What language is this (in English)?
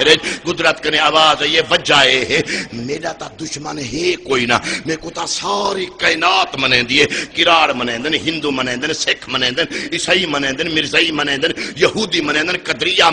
Saraiki